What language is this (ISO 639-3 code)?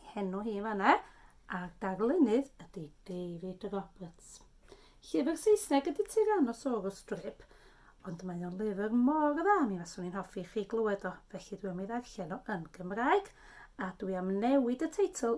cym